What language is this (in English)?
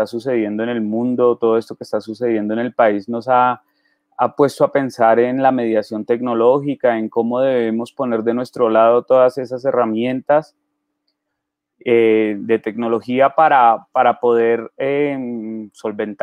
Spanish